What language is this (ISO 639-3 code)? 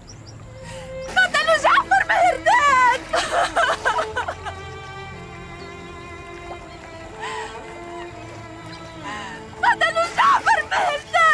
ara